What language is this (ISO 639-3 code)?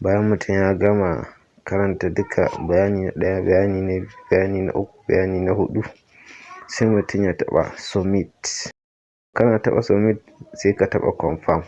hau